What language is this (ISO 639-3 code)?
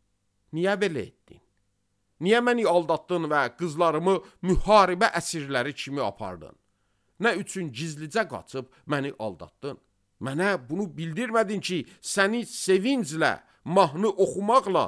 aze